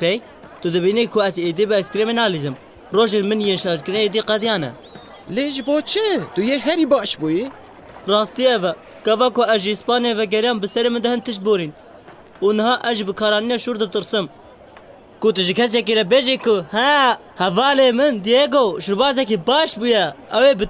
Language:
Kurdish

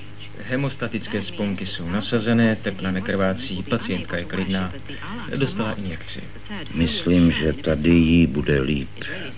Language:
Czech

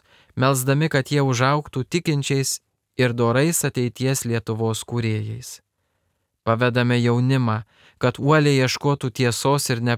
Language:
Lithuanian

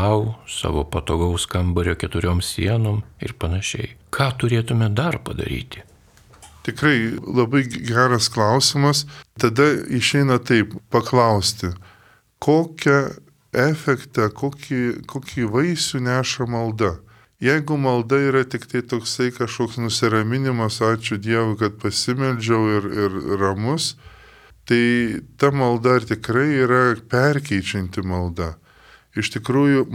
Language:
Lithuanian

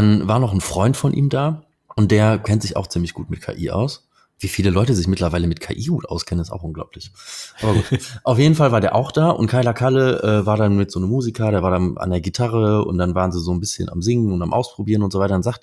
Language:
German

